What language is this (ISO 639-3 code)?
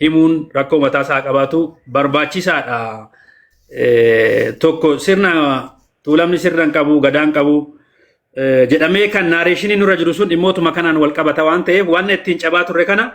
orm